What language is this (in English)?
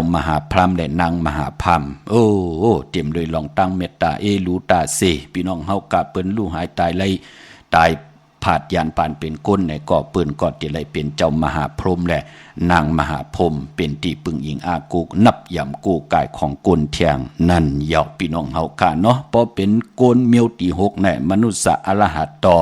Shan